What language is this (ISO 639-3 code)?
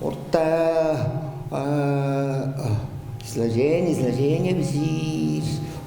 tyv